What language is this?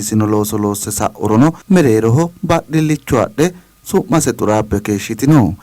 Sidamo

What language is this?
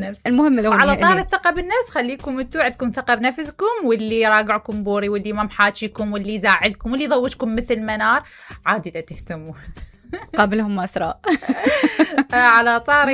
Mesopotamian Arabic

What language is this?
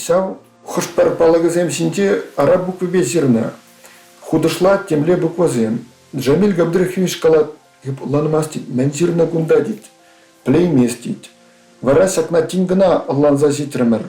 Chuvash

